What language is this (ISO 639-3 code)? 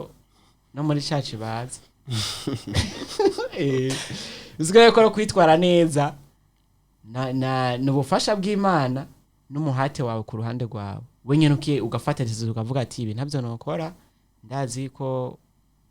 run